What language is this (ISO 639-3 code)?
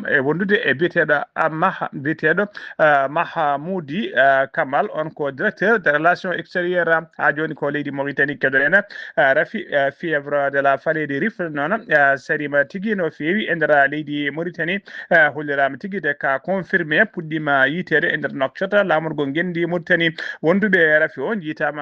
ful